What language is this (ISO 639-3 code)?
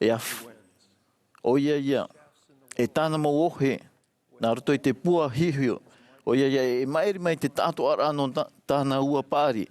tah